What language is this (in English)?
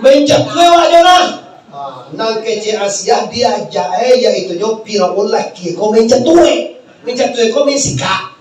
Minangkabau